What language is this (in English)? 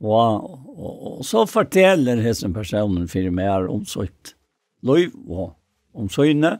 Faroese